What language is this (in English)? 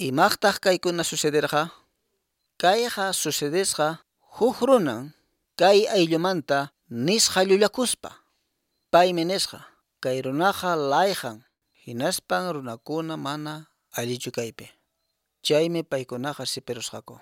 Quechua